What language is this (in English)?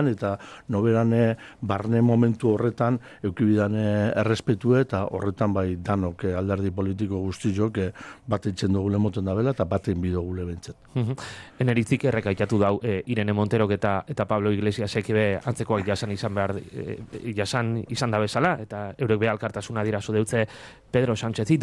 Basque